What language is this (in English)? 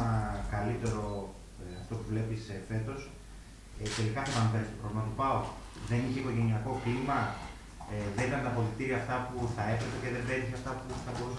Greek